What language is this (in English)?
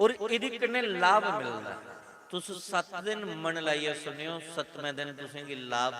Dogri